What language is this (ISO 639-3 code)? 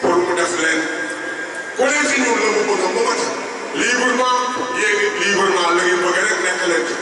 wol